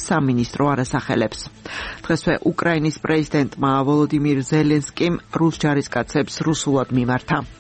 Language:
Georgian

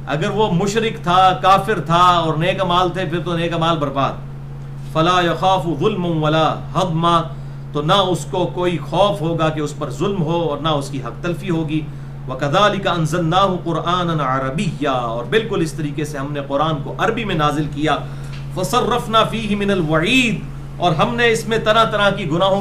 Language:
Urdu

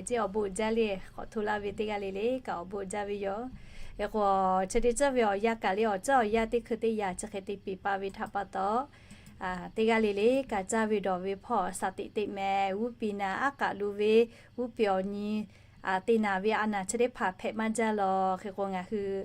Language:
Lahu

